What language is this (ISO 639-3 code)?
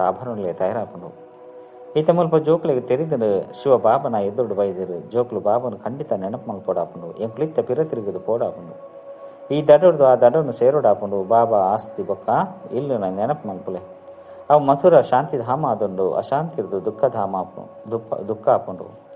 tcy